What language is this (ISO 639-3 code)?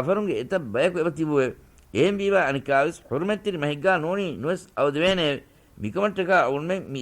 div